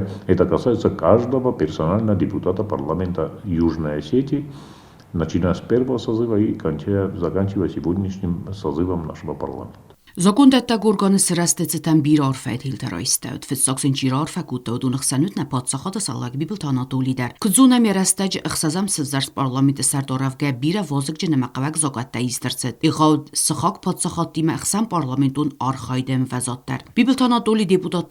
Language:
Ossetic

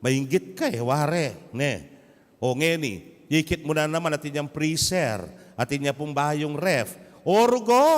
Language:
Pampanga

